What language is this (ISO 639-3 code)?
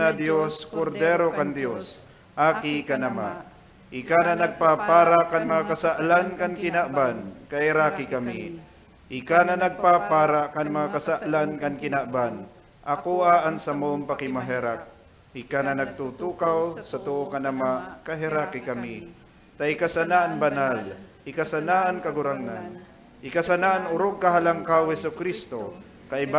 bik